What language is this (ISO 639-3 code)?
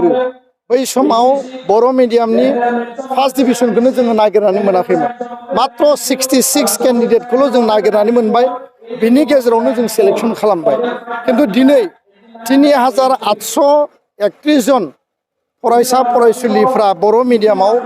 brx